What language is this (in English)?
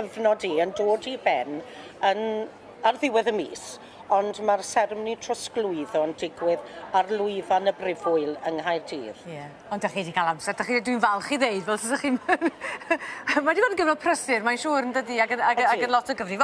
Welsh